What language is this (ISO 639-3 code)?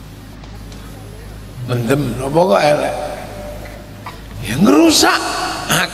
jav